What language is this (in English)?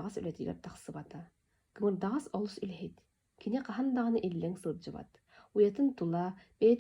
Yakut